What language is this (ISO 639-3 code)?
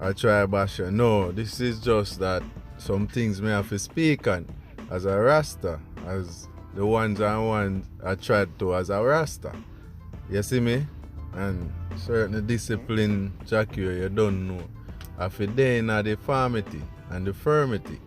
jam